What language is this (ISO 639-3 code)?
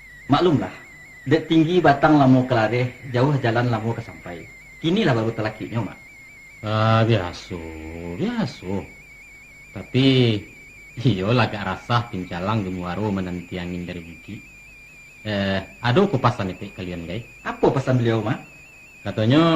min